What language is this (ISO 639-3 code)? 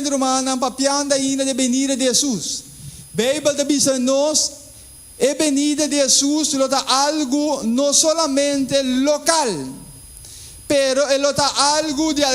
pap